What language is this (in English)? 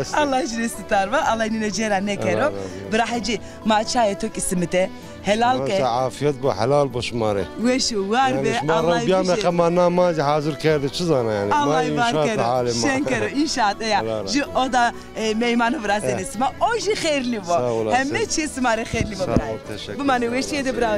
Zaza